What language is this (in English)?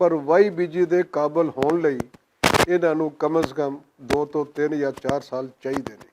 Western Panjabi